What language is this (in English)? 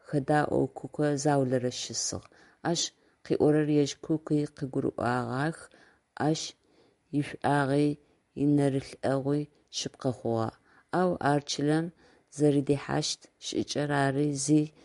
Adyghe